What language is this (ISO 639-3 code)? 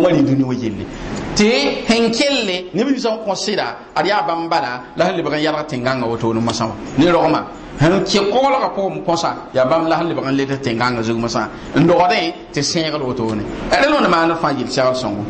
mos